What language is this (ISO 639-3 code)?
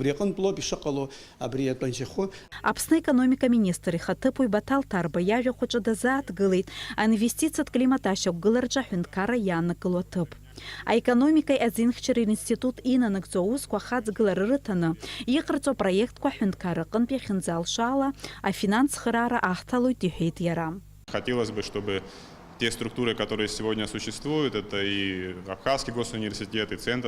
abk